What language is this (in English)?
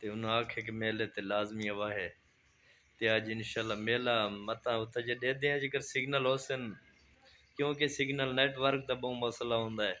Saraiki